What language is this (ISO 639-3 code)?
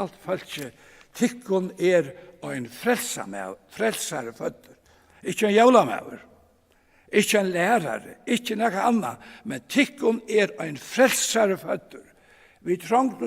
fao